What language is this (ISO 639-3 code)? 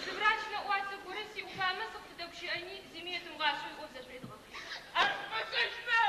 ady